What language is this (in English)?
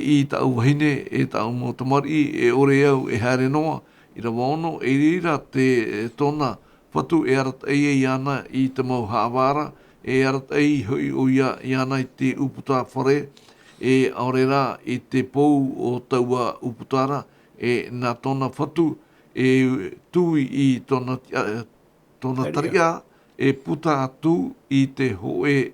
Tahitian